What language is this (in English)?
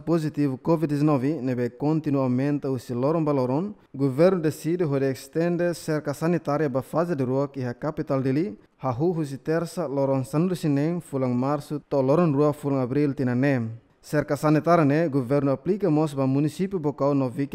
Tetum